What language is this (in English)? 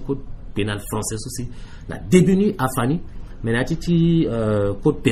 Sango